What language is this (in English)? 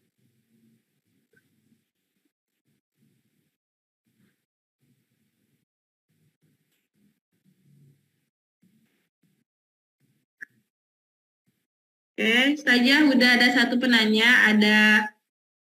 Indonesian